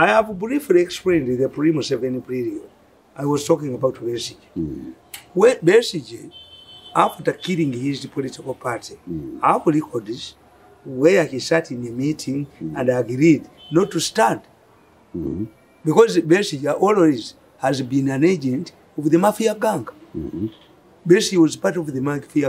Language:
English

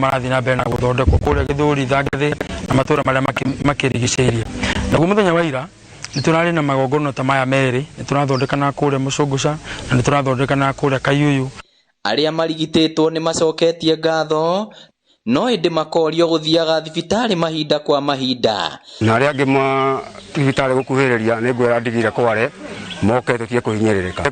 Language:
Kikuyu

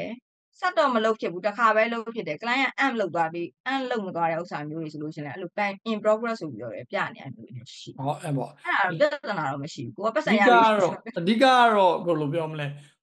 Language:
Burmese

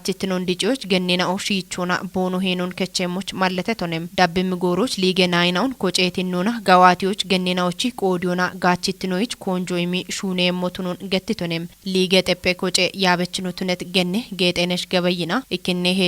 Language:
Kafa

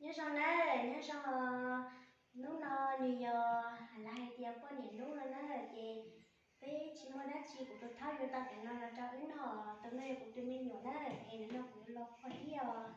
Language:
Hmong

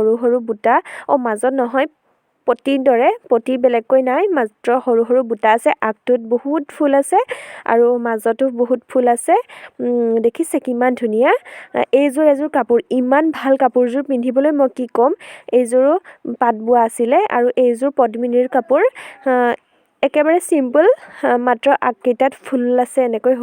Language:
Assamese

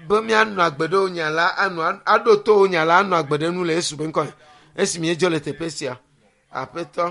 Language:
Ewe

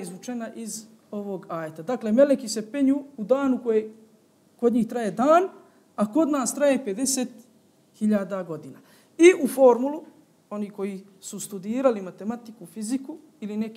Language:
Bosnian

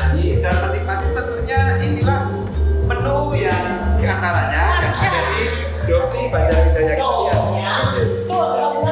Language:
Betawi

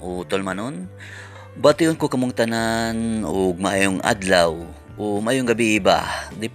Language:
Cebuano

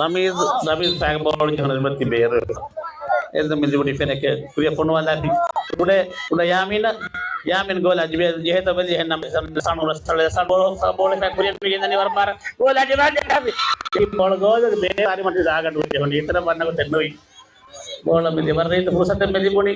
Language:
Divehi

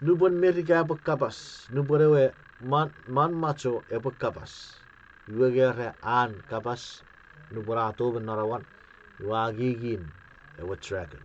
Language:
Chuukese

